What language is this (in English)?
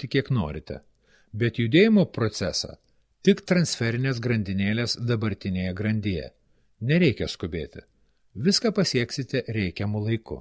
Lithuanian